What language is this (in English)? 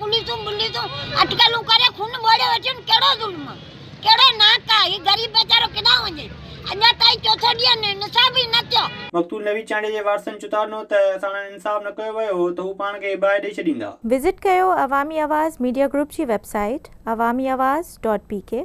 Sindhi